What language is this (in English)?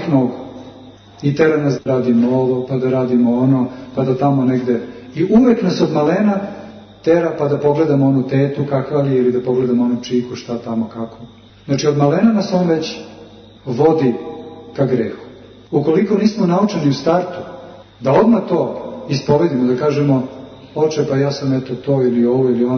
Serbian